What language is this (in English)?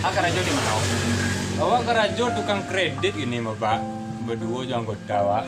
Minangkabau